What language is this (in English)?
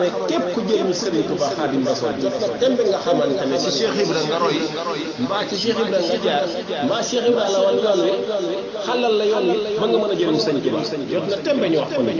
Wolof